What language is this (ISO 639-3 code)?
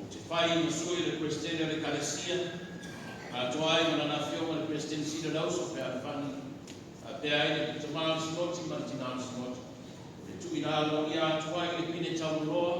smo